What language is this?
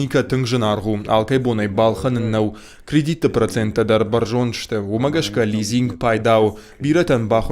Ossetic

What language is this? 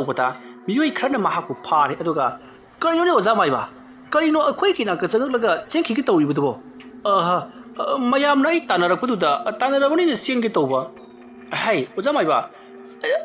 Manipuri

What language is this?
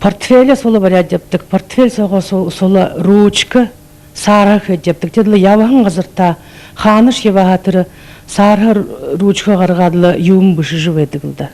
Buriat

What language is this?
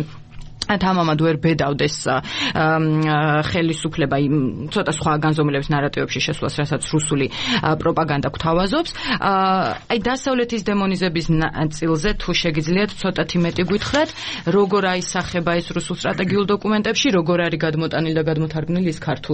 Georgian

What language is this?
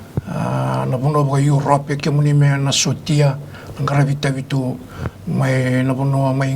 Fijian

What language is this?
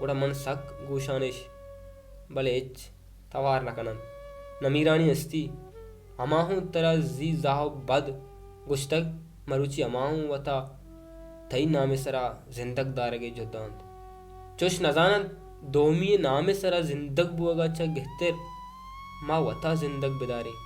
Baluchi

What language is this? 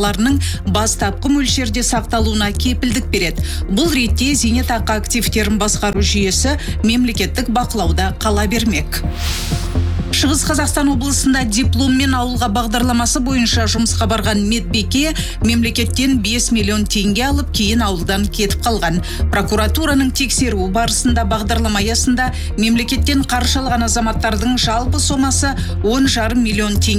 Kazakh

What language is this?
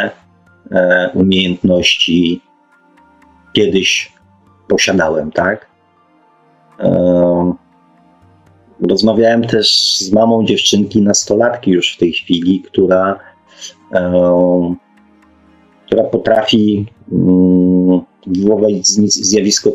Polish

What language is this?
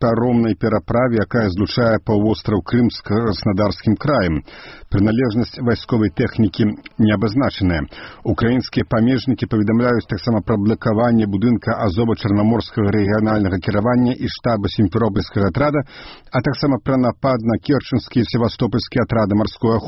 Belarusian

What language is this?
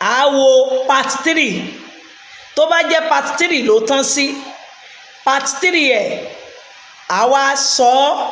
Yoruba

